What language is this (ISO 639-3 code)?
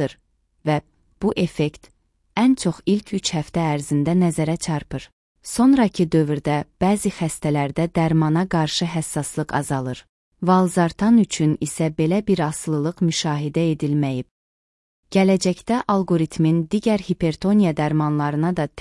aze